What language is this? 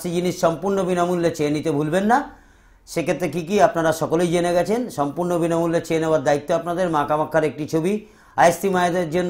Bangla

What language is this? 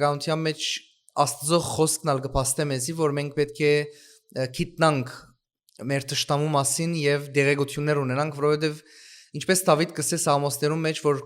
Western Armenian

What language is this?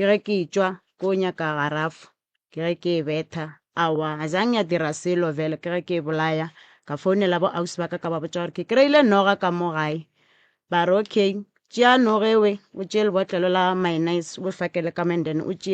Northern Sotho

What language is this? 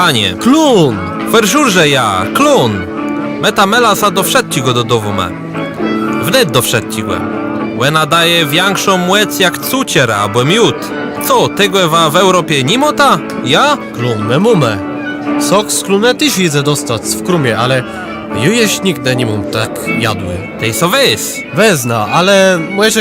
Kashubian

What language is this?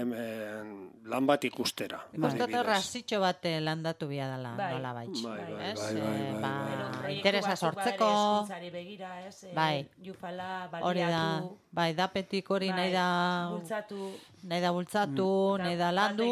Basque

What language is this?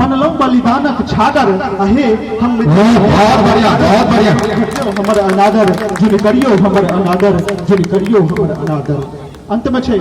Maithili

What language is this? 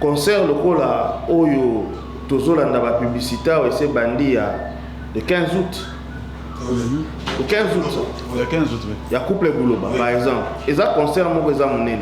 Lingala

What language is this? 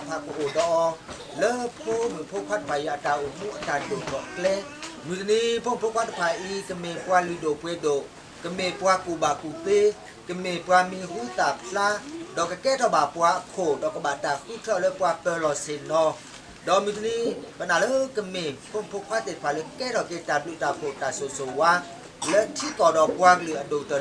S'gaw Karen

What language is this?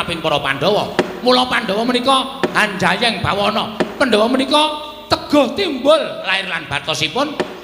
Javanese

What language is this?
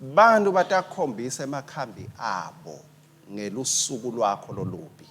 Swati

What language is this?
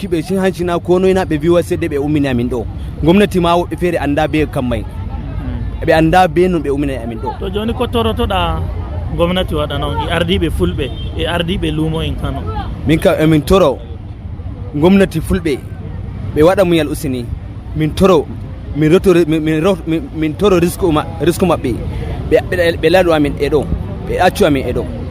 Fula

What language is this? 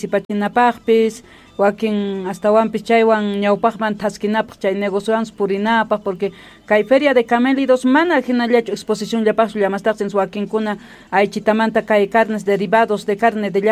South Bolivian Quechua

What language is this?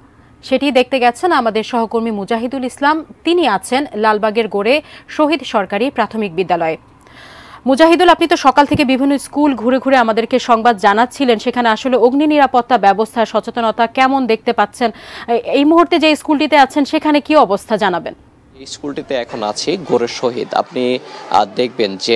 Bangla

